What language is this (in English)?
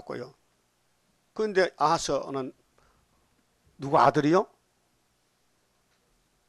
Korean